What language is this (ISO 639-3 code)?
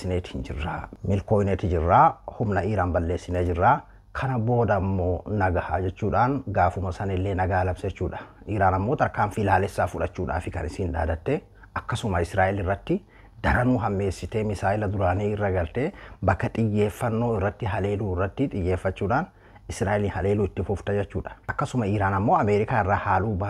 orm